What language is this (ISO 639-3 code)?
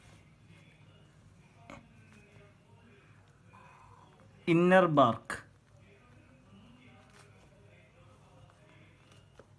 mal